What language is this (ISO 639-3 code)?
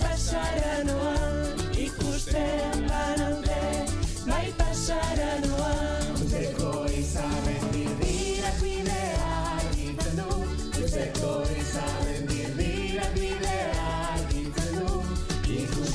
eus